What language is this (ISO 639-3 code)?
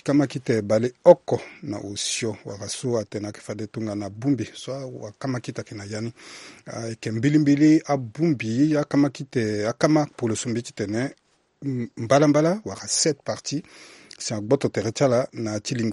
sag